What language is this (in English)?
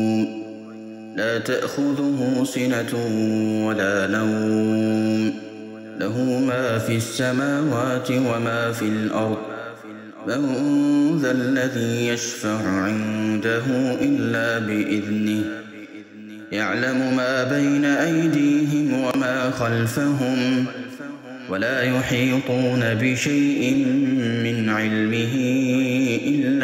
Arabic